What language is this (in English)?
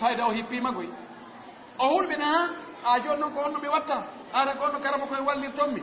Fula